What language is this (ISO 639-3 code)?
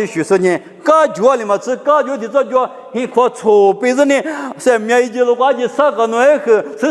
lis